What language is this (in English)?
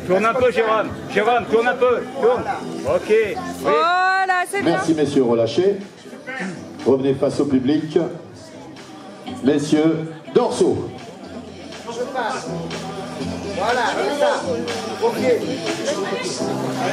French